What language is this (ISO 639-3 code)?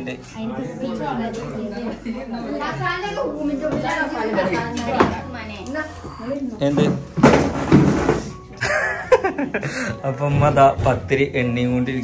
mal